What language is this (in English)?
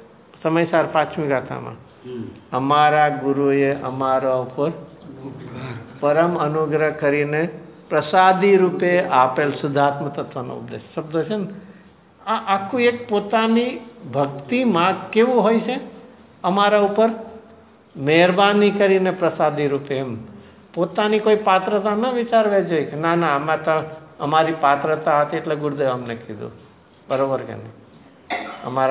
Gujarati